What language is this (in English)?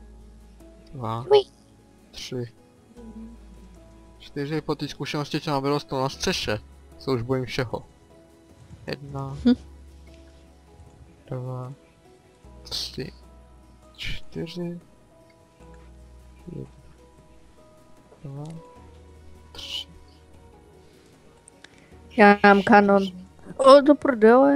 Czech